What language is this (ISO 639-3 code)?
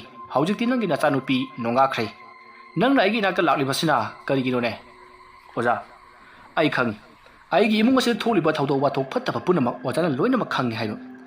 mni